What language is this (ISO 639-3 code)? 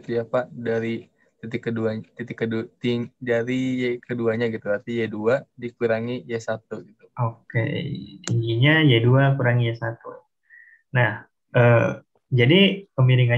ind